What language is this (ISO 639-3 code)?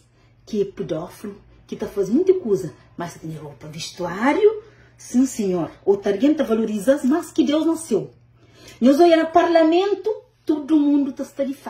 kea